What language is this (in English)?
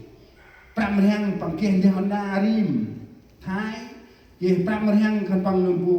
Central Mnong